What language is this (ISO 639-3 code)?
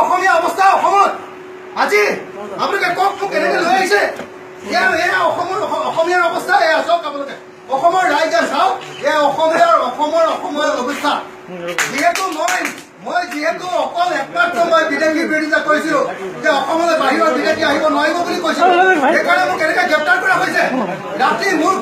asm